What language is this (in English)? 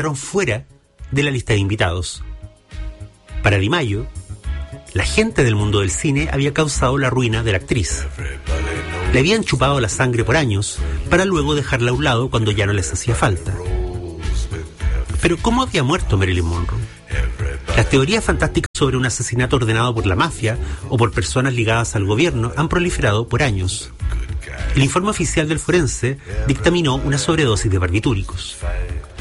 Spanish